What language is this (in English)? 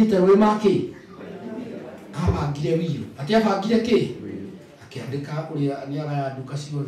Kikuyu